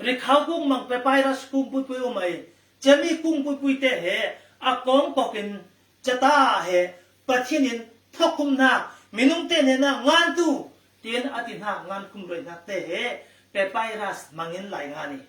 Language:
Falam Chin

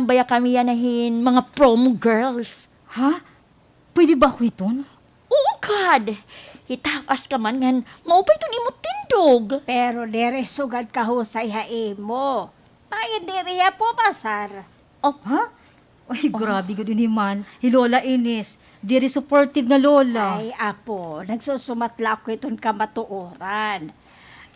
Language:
Waray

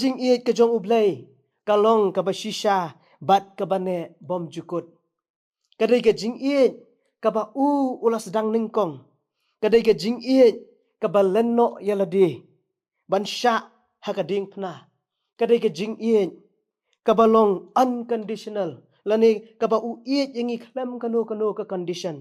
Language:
Khasi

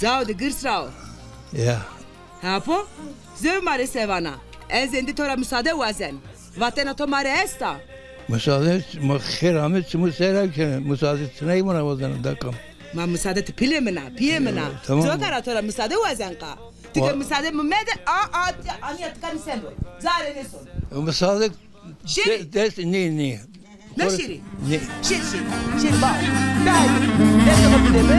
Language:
Zaza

